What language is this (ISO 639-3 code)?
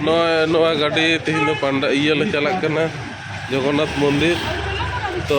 sat